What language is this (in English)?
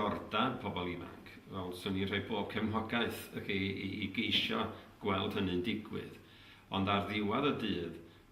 Welsh